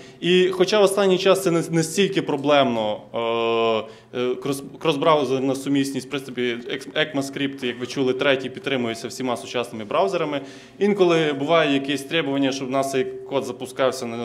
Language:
Ukrainian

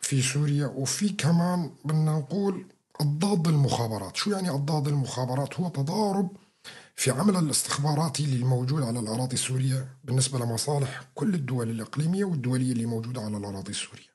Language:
North Levantine Arabic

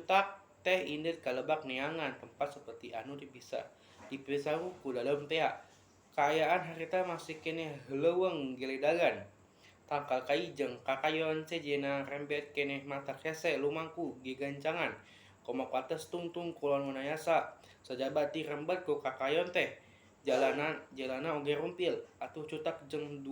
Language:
Sundanese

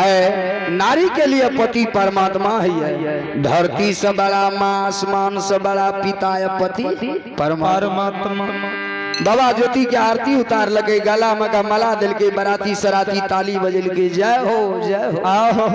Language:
Maithili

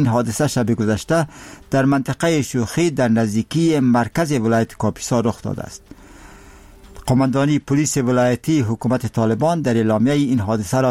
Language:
Persian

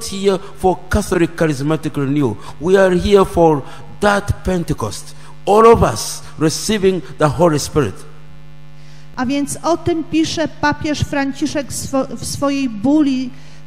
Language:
Polish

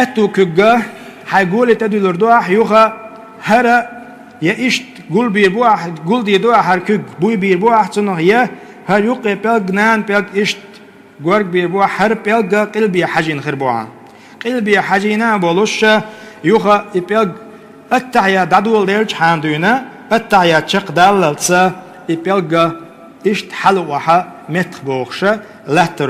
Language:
Chechen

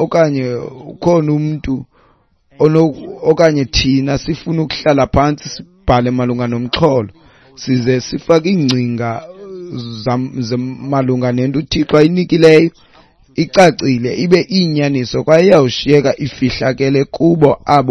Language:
Xhosa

